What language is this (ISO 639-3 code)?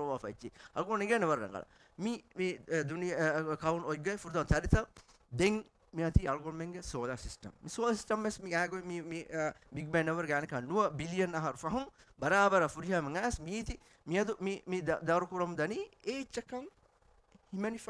div